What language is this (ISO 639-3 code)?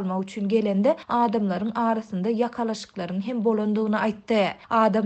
tuk